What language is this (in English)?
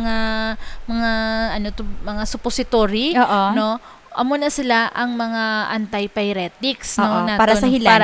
Hiligaynon